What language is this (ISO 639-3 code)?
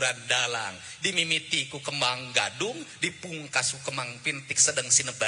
sun